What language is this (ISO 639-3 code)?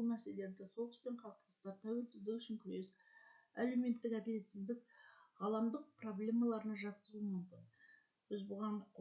kaz